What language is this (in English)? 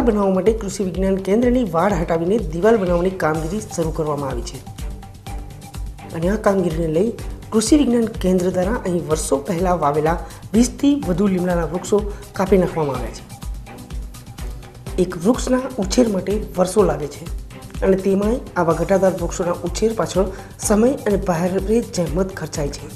Gujarati